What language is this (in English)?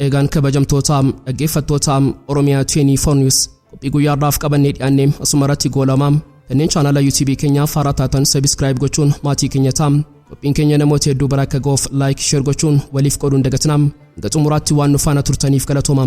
Oromo